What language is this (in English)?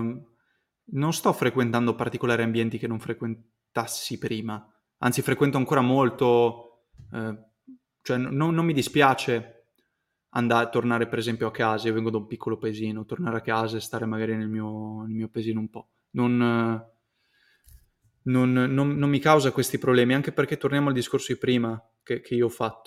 Italian